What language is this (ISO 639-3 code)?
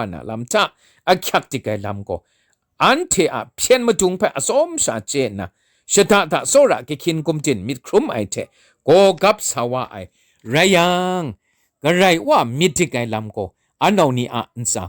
kac